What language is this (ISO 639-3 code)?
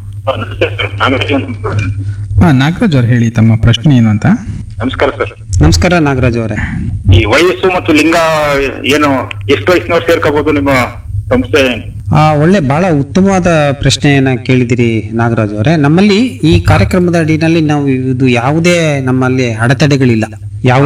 kan